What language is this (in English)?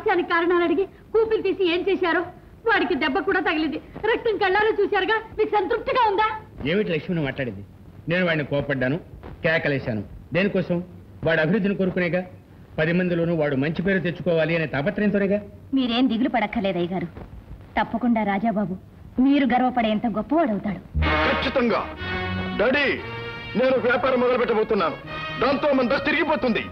Telugu